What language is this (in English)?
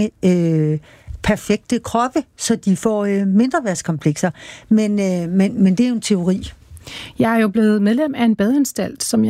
Danish